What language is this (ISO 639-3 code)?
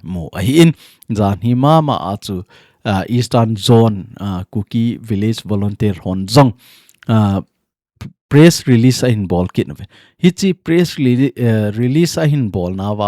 tcz